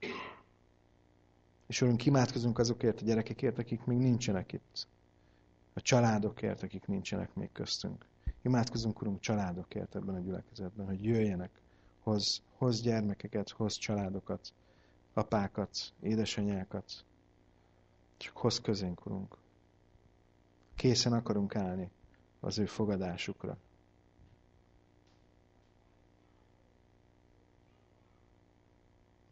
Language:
Hungarian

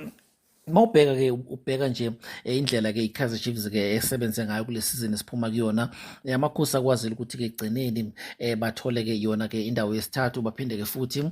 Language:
Zulu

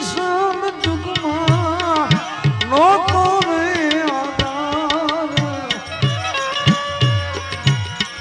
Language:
Gujarati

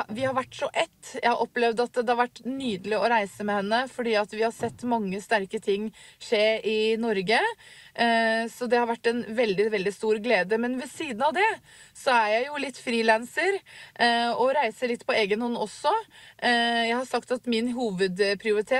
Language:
Norwegian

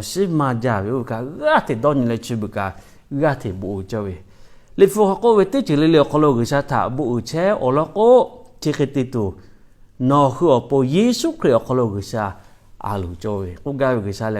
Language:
Lahu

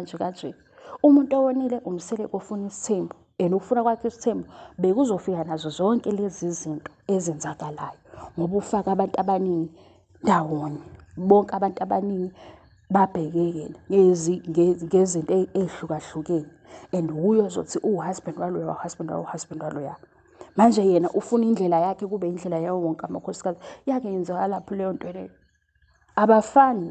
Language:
Zulu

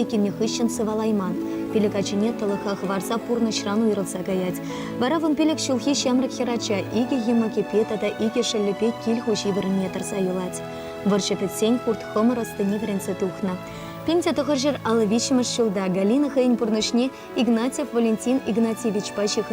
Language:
Chuvash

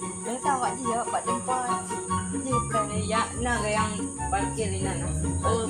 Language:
Achinese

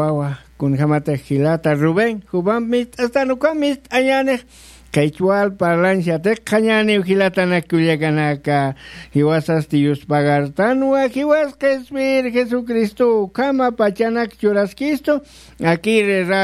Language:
Aymara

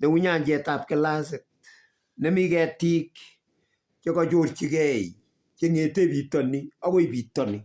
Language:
Kalenjin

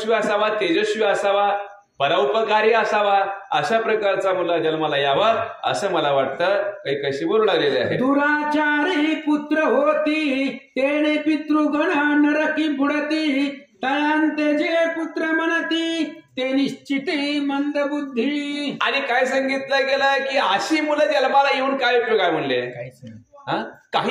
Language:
Marathi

